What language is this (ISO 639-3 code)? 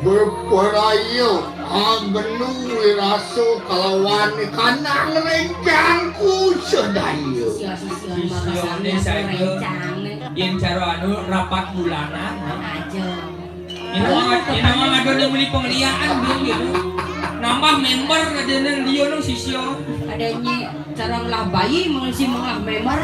ban